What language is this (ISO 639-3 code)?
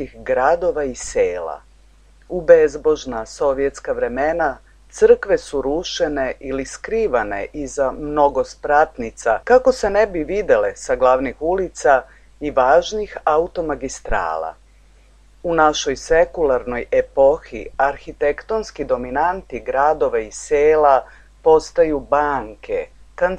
srp